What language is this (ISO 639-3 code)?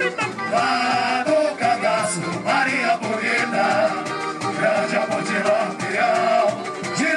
por